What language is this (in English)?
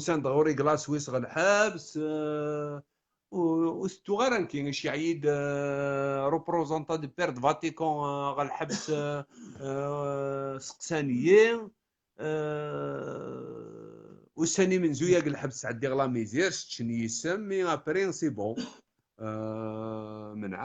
Kabyle